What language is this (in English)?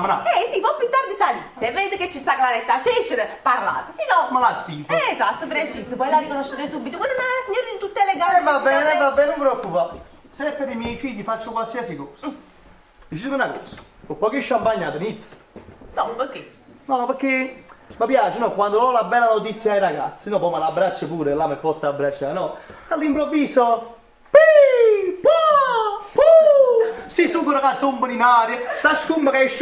Neapolitan